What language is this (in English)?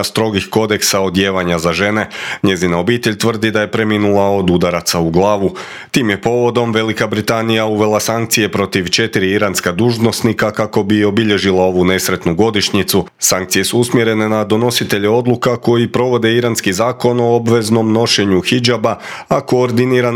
Croatian